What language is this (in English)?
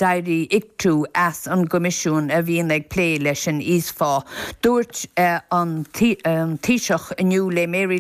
Irish